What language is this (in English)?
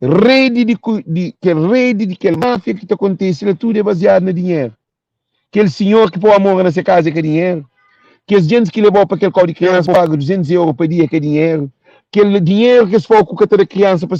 Kabuverdianu